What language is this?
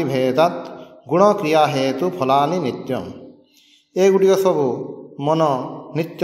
Odia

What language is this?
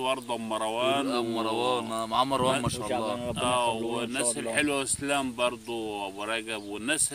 Egyptian Arabic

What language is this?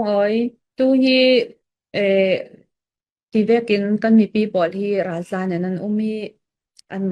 Falam Chin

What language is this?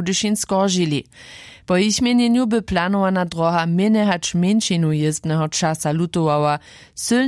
Upper Sorbian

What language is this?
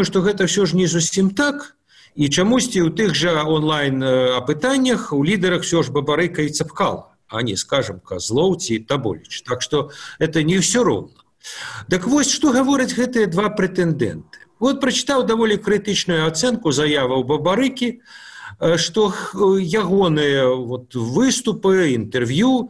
Belarusian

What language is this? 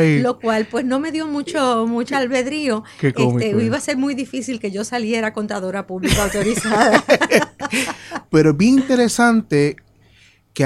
Spanish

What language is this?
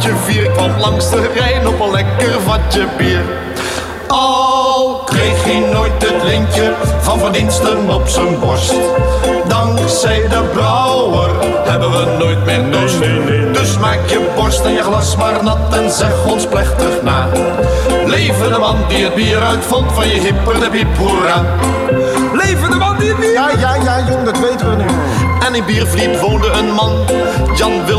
Dutch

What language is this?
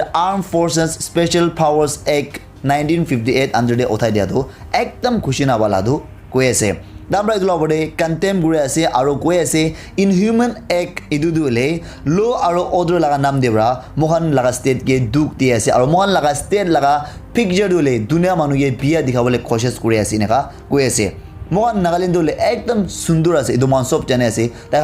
Naga Pidgin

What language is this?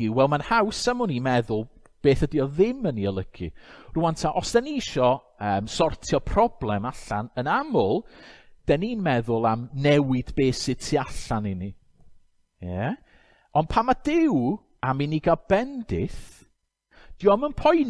Welsh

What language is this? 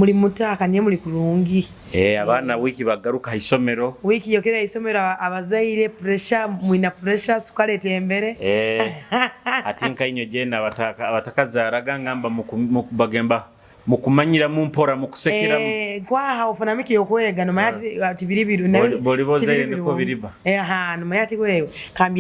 Nyoro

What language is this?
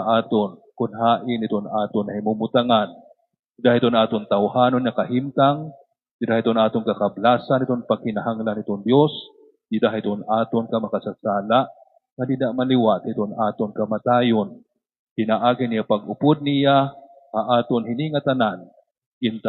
Waray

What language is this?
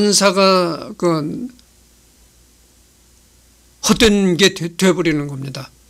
Korean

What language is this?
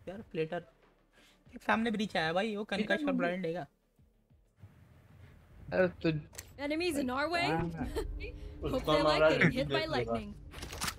Hindi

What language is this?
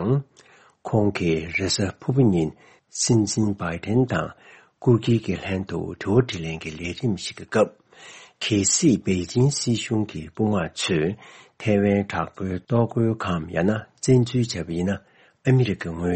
Tibetan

